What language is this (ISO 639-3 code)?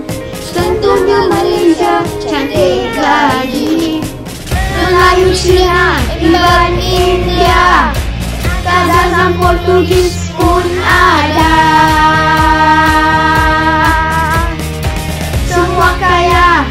msa